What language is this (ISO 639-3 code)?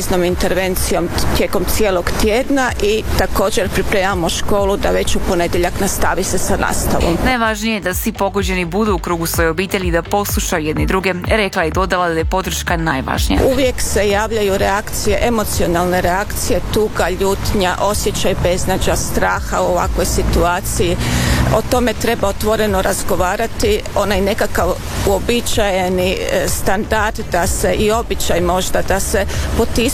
hrv